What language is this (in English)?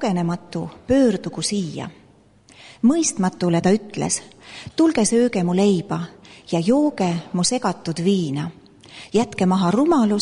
Estonian